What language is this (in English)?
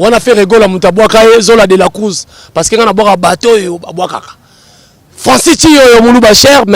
Lingala